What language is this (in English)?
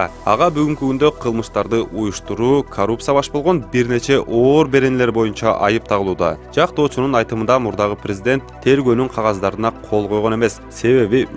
Kyrgyz